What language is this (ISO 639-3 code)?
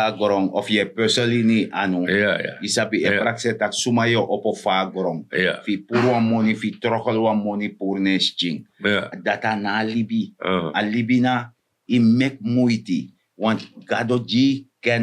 srn